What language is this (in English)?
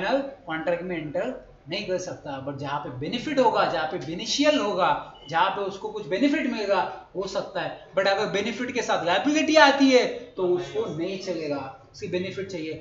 Hindi